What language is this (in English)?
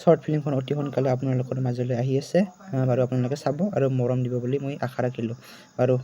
Assamese